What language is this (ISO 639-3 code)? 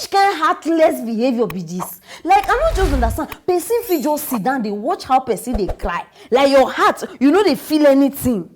pcm